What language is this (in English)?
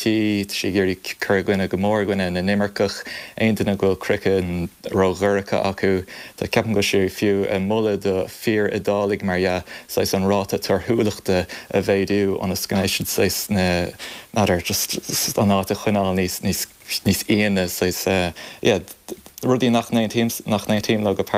Irish